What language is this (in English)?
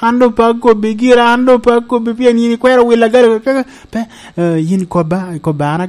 Lango (Uganda)